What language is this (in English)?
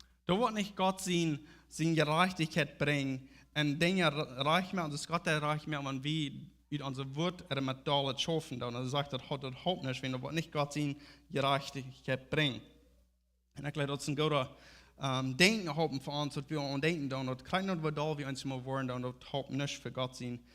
Plautdietsch